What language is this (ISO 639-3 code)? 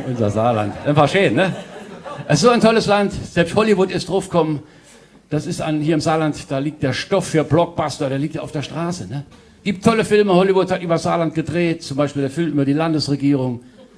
pfl